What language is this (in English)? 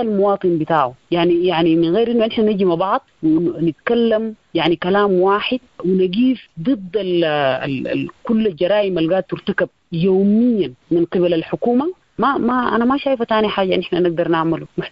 Sudanese Arabic